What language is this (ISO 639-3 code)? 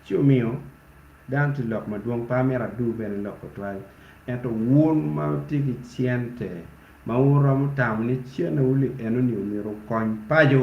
ach